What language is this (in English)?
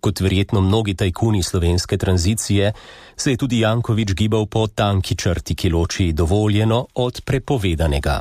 Slovenian